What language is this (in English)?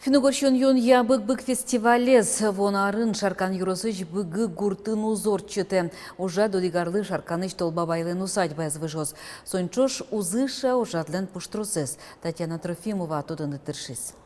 Udmurt